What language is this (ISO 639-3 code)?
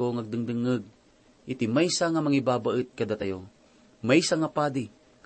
ilo